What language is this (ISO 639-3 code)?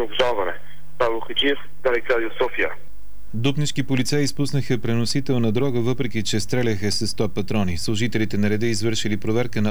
bul